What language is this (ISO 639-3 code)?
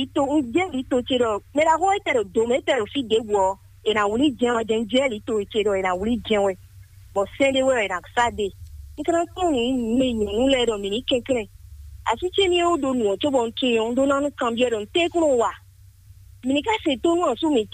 fon